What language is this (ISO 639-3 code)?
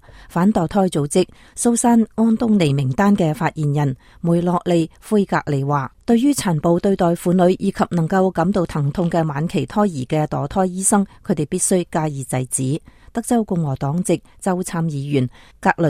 yue